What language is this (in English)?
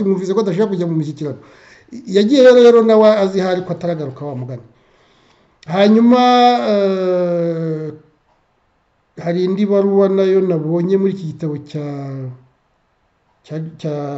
Kinyarwanda